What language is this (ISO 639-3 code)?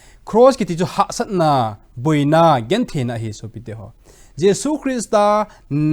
tcz